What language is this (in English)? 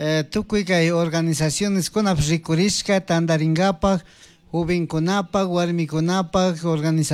Chimborazo Highland Quichua